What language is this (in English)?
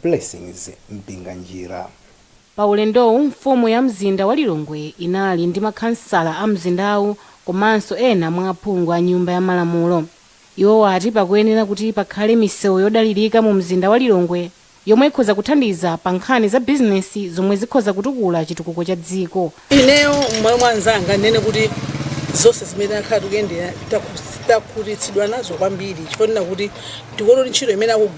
Nyanja